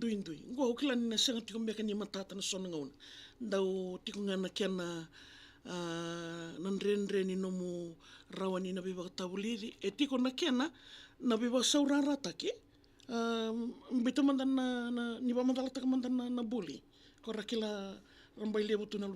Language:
Fijian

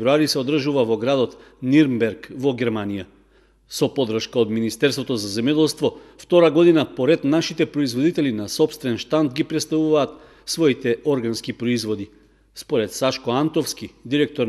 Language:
Macedonian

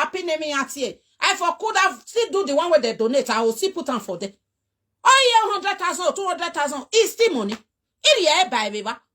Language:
Nigerian Pidgin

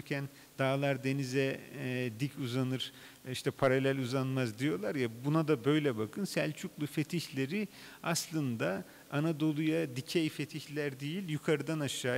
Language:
Turkish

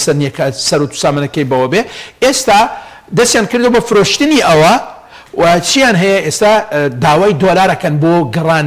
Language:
Central Kurdish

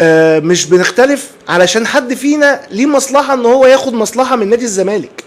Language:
Egyptian Arabic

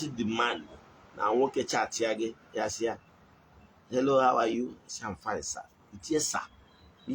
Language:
Igbo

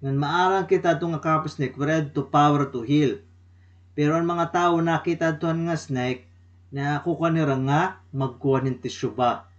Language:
Waray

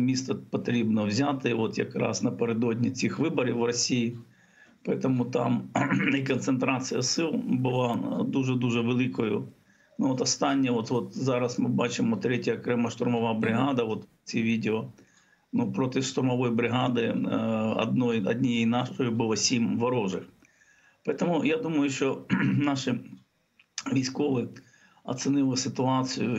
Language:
Ukrainian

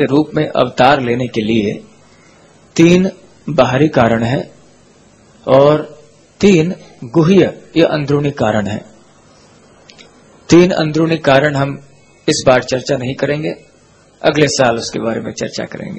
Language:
Hindi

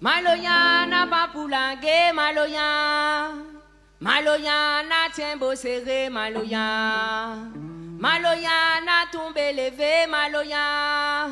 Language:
Réunion Creole French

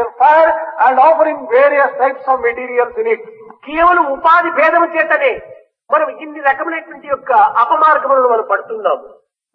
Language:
Telugu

